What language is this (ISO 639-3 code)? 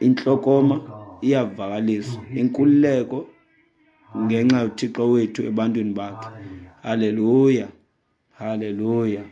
xho